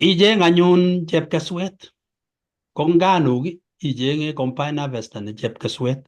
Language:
Kalenjin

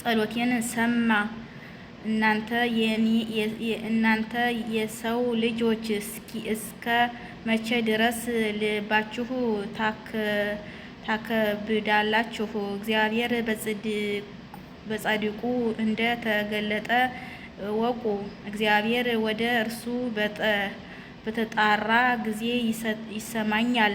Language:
Amharic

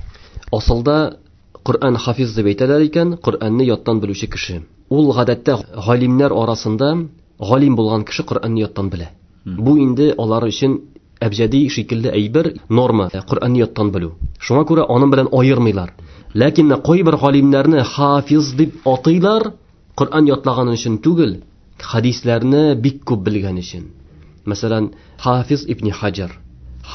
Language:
Tatar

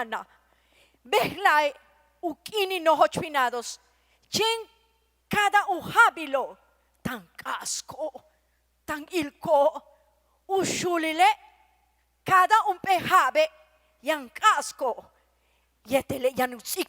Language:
Yucateco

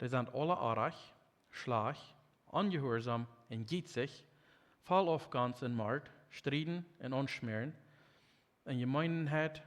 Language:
Plautdietsch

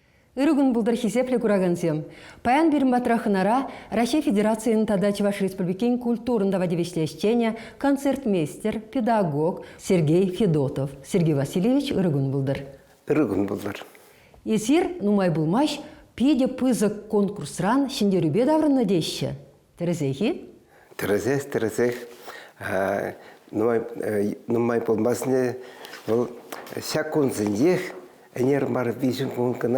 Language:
Chuvash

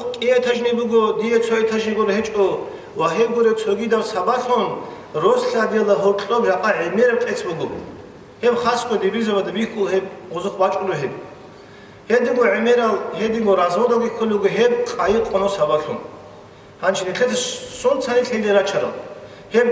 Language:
Avaric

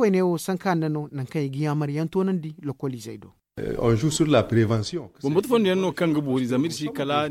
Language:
Zarma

